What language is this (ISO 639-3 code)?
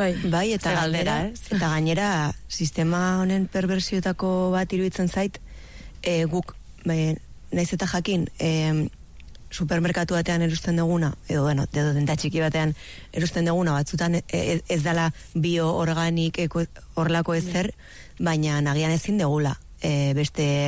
eus